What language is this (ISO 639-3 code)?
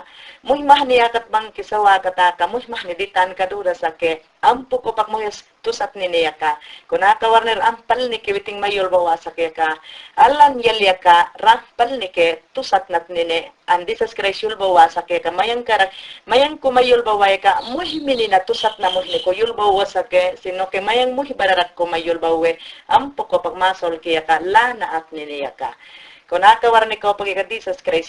yan